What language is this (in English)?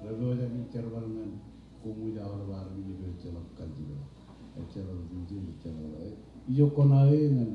Marshallese